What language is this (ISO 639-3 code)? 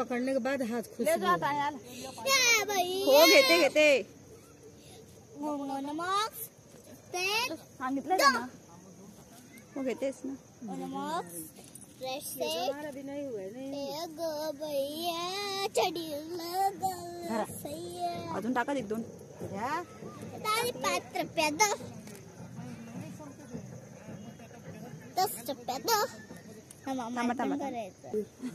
mar